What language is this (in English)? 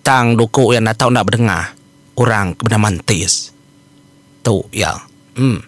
Iban